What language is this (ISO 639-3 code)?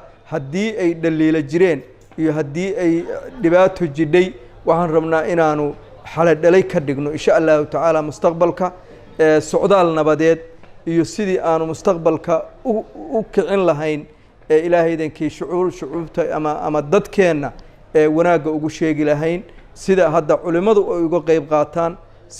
som